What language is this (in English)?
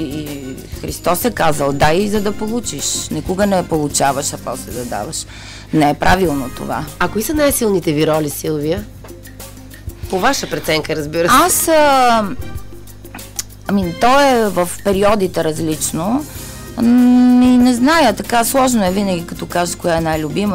Bulgarian